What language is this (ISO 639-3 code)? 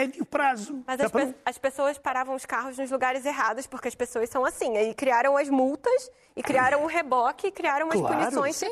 por